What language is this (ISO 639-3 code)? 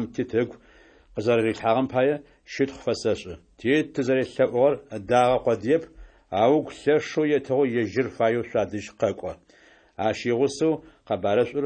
ady